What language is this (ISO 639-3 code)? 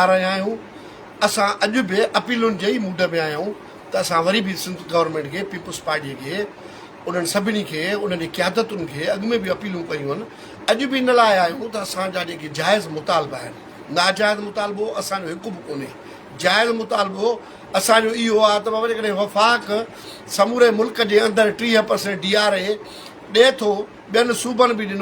snd